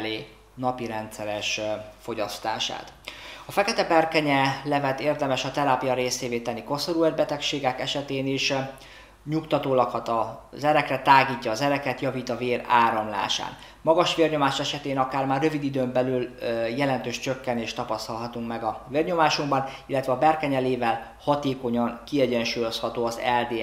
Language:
Hungarian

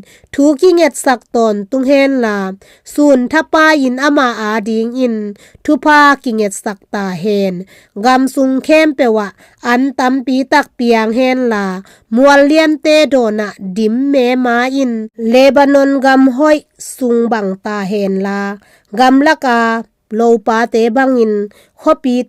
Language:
Tedim Chin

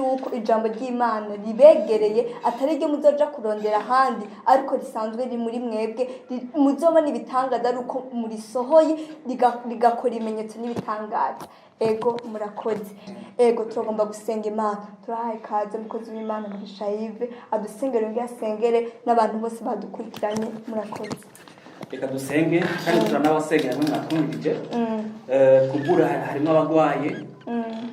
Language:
Rundi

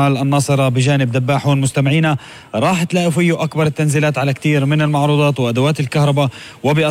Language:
North Levantine Arabic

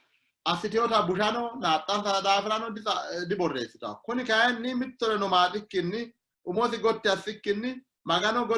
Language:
Sidamo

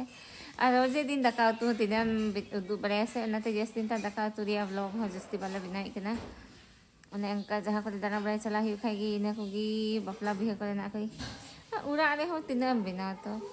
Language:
Santali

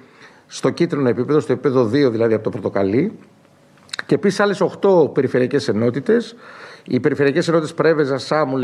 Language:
Greek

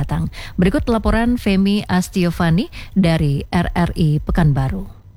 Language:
Indonesian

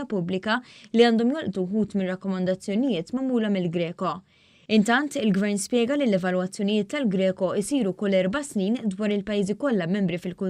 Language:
Maltese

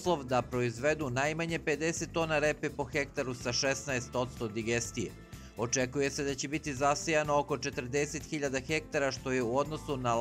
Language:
Serbian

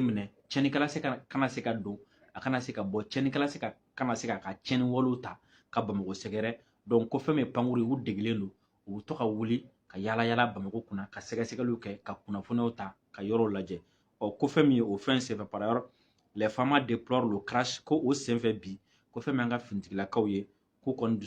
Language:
Bambara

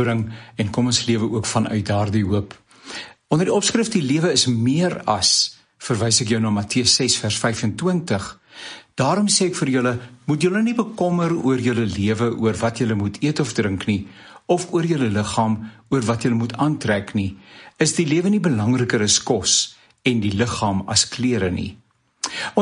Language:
Afrikaans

